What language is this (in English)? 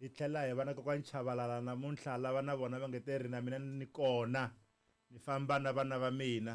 Tsonga